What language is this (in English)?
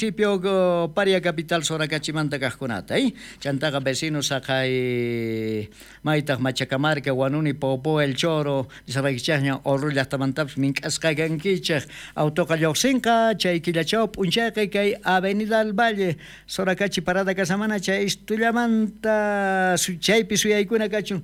South Bolivian Quechua